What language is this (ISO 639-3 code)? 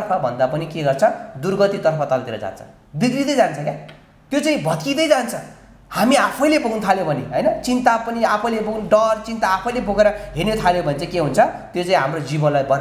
nep